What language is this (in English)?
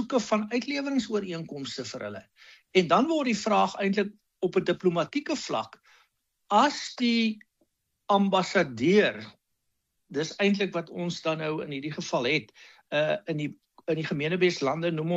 Afrikaans